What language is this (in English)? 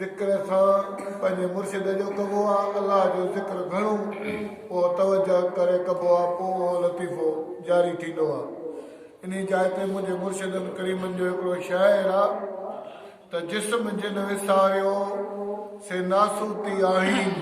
Sindhi